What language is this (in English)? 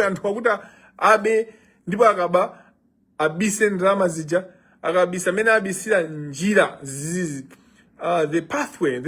Nyanja